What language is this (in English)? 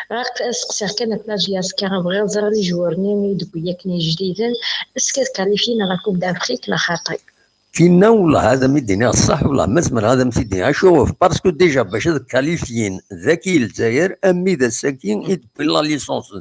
Kabyle